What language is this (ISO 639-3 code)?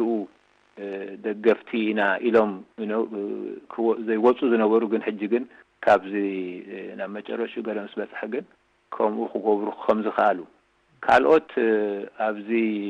tir